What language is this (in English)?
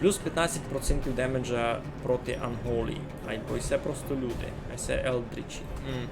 Rusyn